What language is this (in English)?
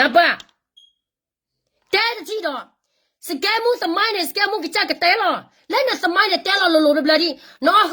S'gaw Karen